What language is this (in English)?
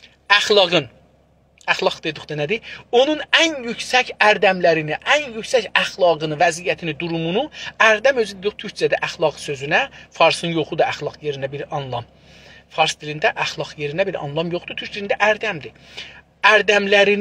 South Azerbaijani